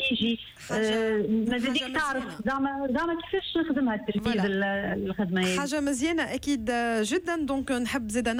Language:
Tunisian Arabic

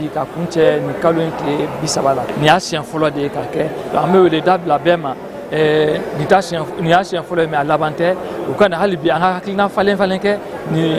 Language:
Bambara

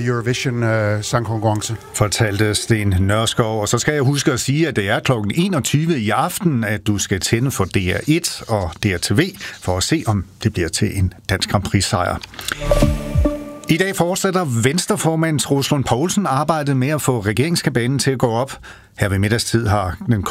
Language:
Danish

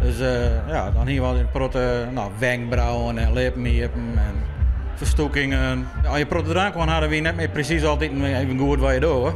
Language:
Western Frisian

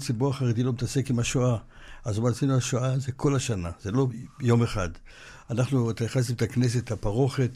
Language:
Hebrew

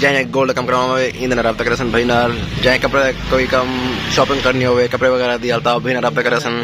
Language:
Saraiki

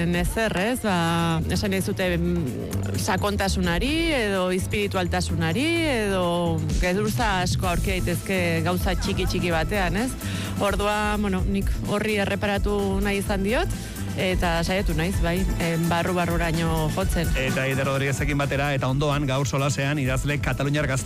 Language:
Basque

